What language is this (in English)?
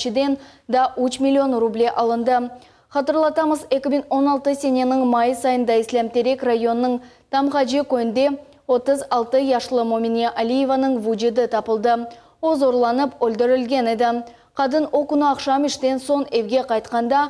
Crimean Tatar